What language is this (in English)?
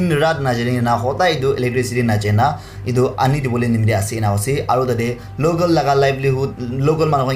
Naga Pidgin